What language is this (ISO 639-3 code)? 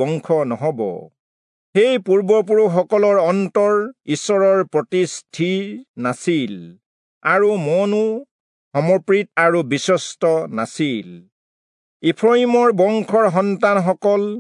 asm